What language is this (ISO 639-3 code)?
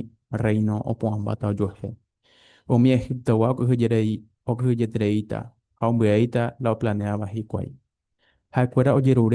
grn